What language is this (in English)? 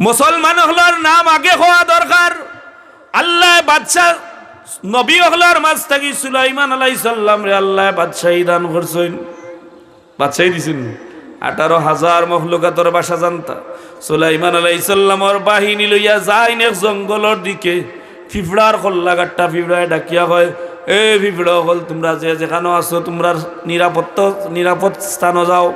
Sylheti